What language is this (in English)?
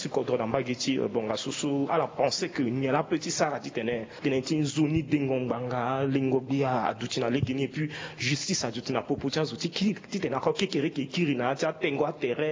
Sango